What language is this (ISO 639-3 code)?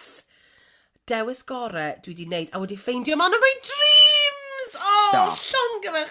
cym